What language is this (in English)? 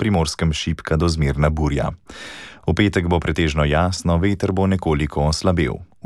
Slovenian